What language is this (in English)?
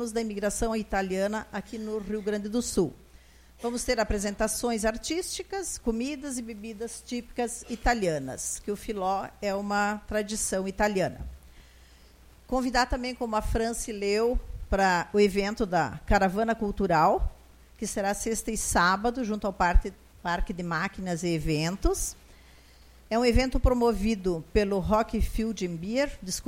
Portuguese